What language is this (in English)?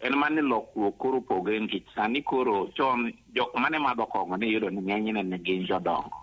Luo (Kenya and Tanzania)